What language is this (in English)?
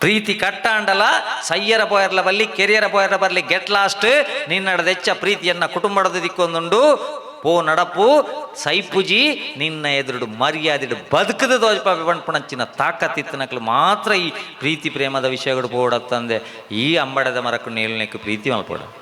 Tulu